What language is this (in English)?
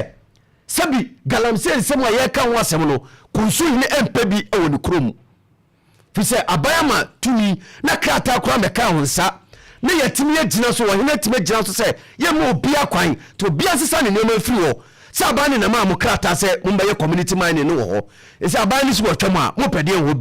Akan